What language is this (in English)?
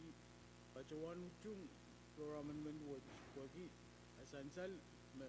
Pohnpeian